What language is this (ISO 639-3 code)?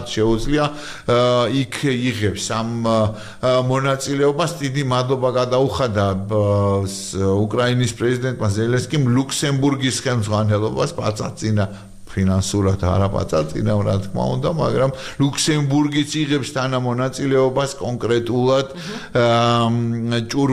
kat